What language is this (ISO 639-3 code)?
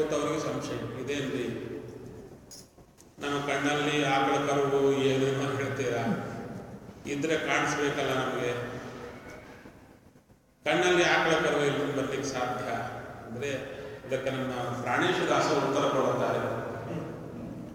kan